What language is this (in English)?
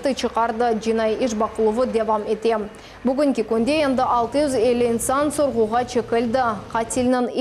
Crimean Tatar